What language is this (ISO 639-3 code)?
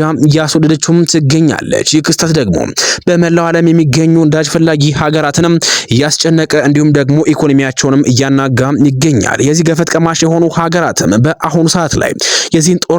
amh